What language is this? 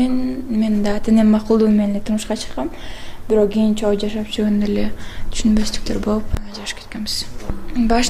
Kyrgyz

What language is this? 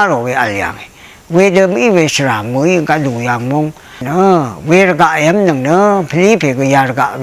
Rawang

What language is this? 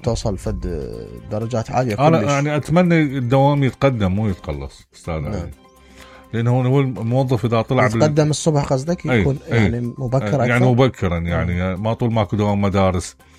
Mesopotamian Arabic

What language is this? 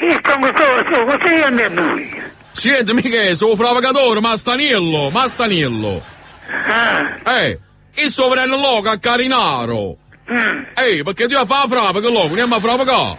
Neapolitan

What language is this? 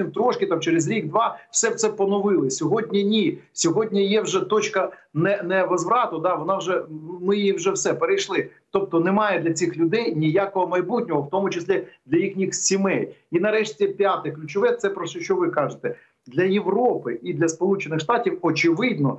Ukrainian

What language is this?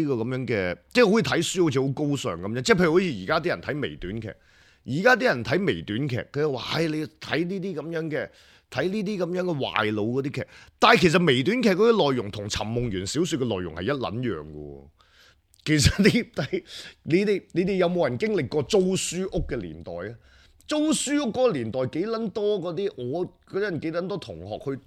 Cantonese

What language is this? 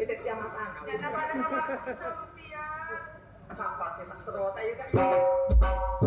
Madurese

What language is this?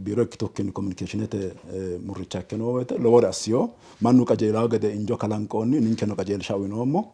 Sidamo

